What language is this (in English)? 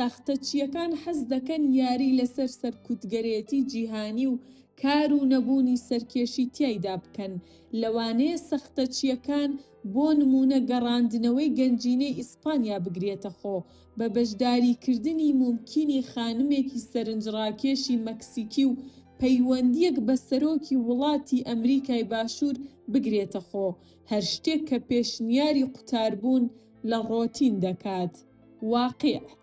Central Kurdish